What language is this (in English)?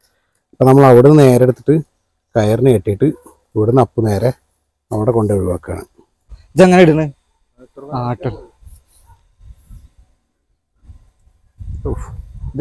Malayalam